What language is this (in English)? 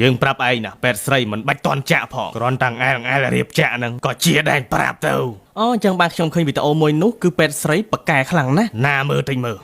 Khmer